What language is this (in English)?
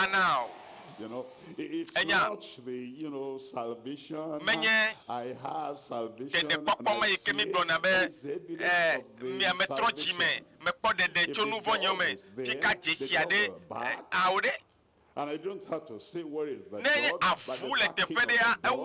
Ewe